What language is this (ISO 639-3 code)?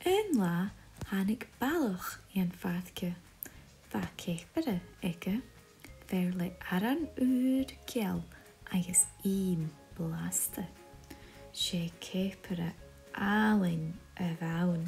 gla